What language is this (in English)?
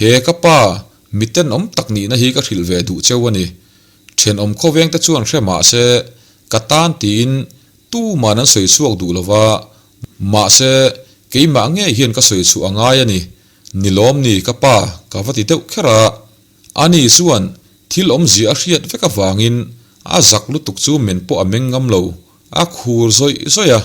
Mizo